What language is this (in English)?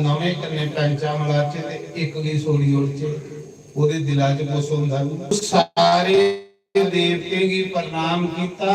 Dogri